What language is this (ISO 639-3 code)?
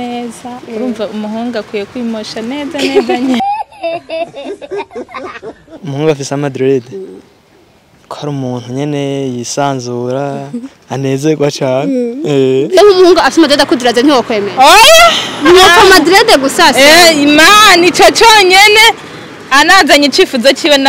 run